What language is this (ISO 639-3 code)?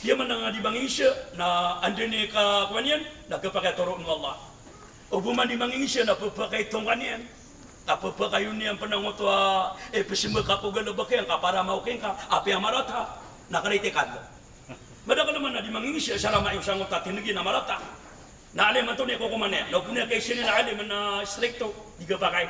mrw